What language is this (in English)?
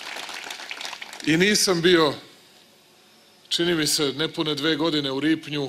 Serbian